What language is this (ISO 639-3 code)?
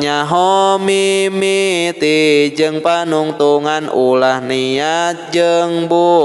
sun